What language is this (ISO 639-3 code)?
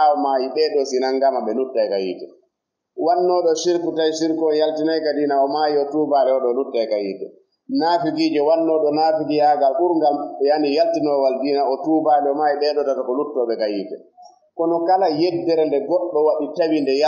ful